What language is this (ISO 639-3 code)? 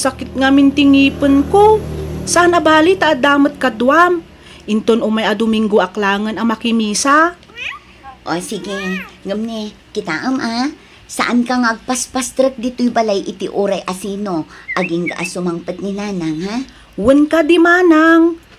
ilo